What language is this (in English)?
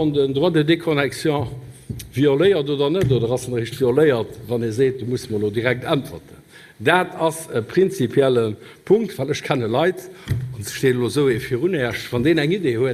Luxembourgish